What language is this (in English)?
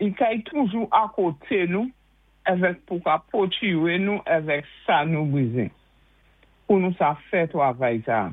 Saint Lucian Creole French